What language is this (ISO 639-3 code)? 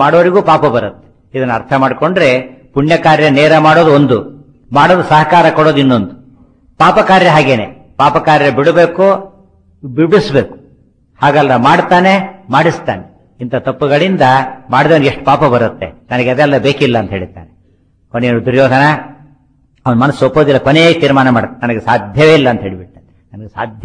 kan